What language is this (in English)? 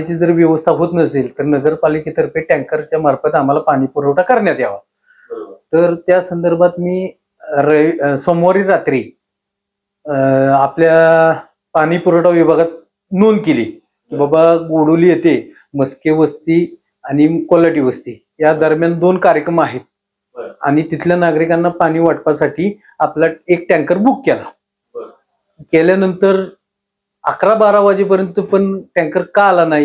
Marathi